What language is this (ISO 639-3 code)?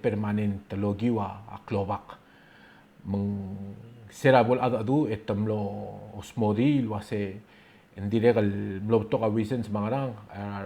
pau